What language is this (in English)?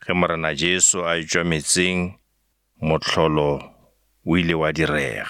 Northern Sotho